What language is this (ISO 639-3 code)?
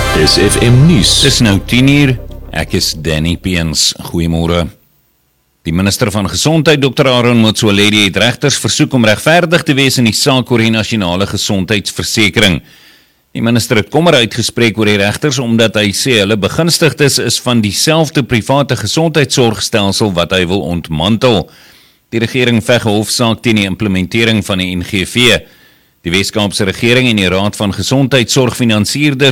afr